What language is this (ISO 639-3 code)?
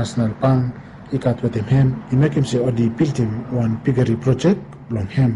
bis